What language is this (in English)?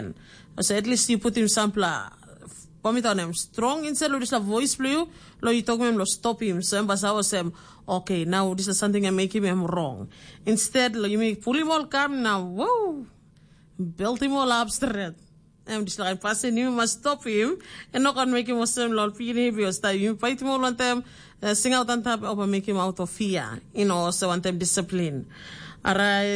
Tok Pisin